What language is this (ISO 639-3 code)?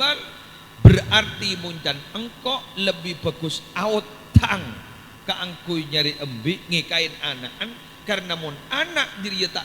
mad